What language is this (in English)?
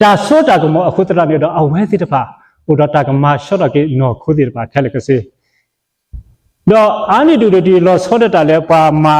S'gaw Karen